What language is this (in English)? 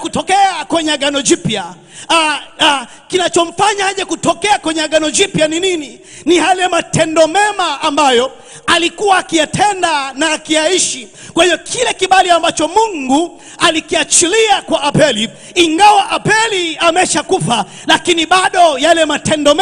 Swahili